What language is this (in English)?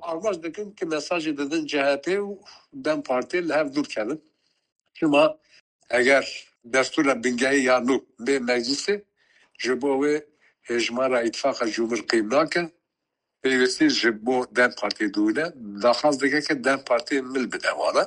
Kurdish